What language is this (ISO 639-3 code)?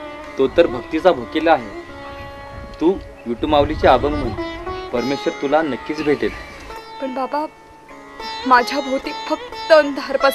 mar